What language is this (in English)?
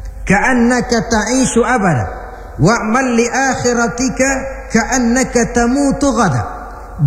Indonesian